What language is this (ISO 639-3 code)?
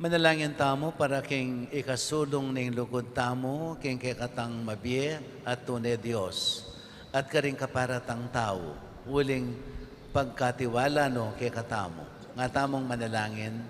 pam